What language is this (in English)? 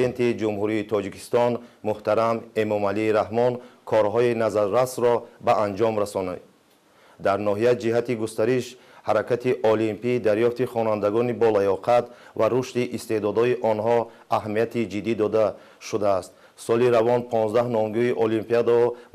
Tajik